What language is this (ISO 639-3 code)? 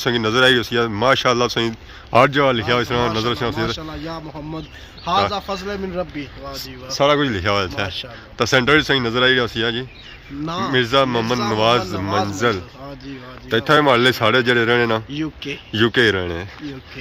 phr